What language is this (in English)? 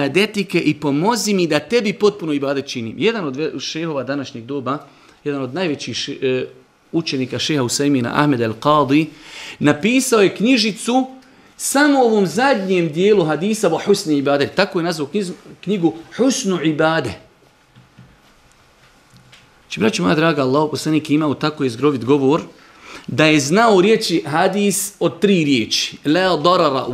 Bosnian